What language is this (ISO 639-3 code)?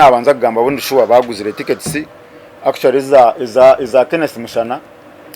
nyn